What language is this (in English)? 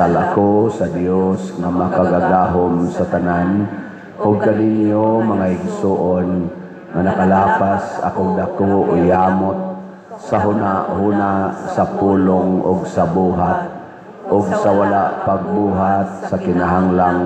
Cebuano